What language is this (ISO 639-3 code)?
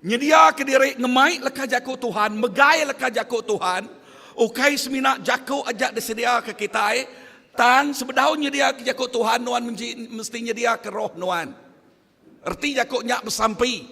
iba